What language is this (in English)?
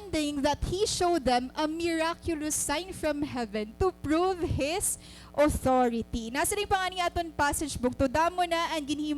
Waray